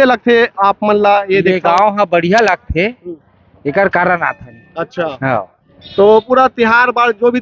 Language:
Chhattisgarhi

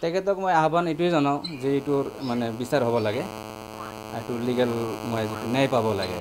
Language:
Assamese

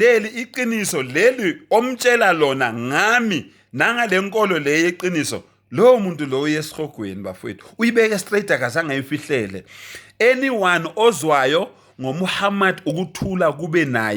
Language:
Zulu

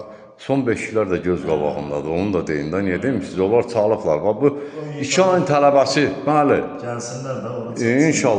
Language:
Azerbaijani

